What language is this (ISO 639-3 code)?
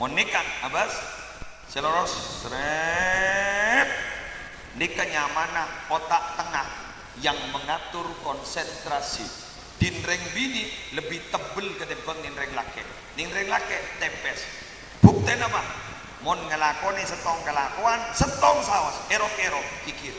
mad